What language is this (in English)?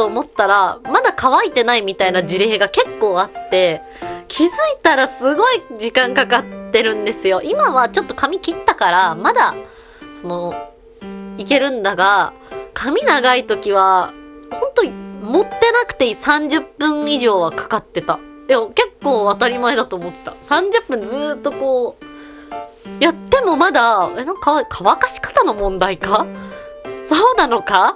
Japanese